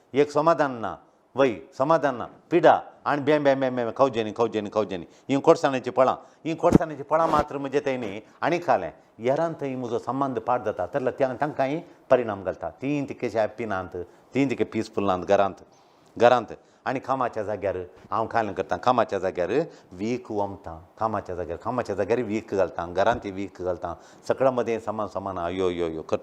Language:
Konkani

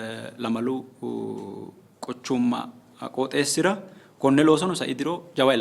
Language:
Sidamo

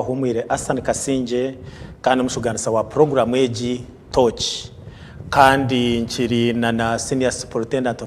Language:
Nyankole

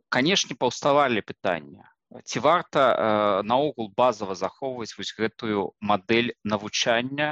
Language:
Belarusian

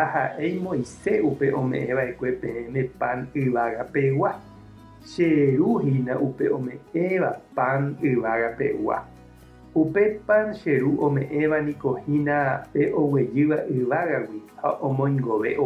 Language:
Guarani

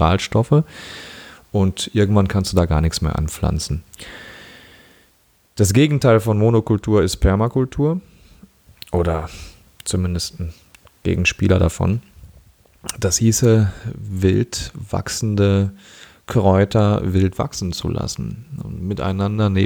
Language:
German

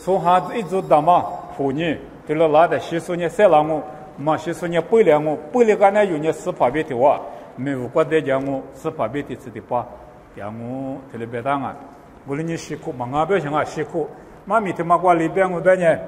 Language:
Lisu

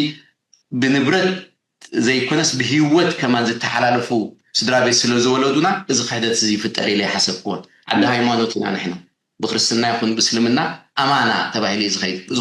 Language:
Tigrinya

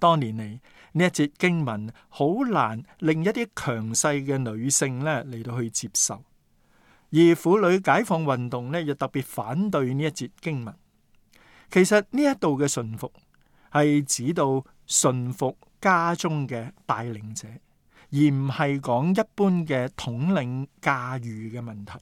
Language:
Cantonese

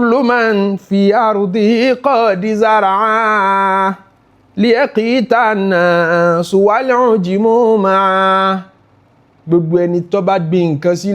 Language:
Yoruba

